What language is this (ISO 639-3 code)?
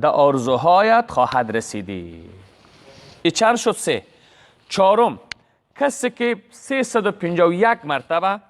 fas